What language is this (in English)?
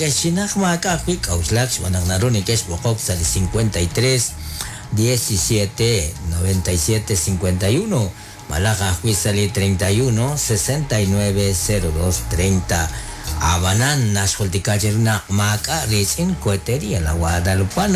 Kekchí